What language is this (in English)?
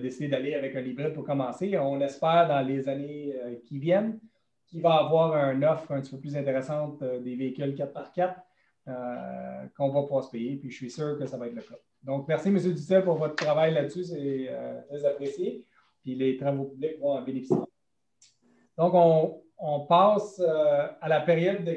French